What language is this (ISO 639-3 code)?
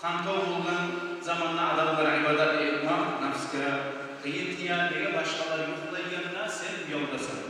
kum